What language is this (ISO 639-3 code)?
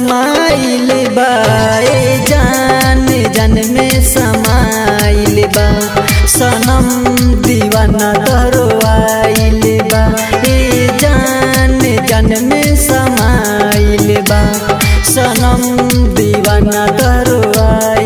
bho